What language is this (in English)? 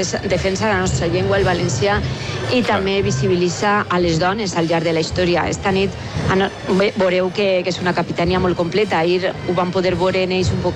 Catalan